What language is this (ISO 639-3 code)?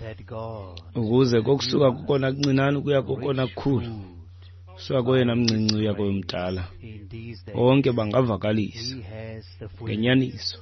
xho